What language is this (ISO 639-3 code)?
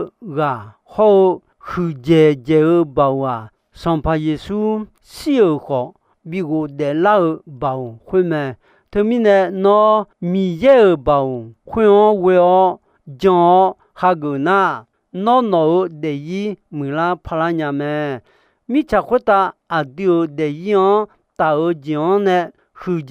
ahk